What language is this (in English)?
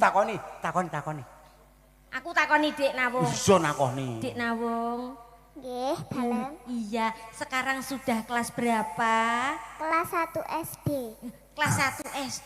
Javanese